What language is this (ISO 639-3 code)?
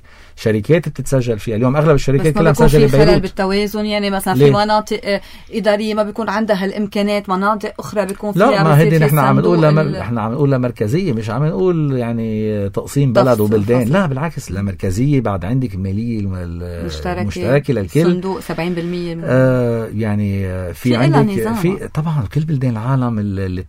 apc